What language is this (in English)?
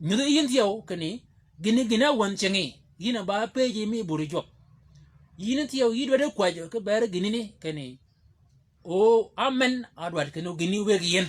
Shilluk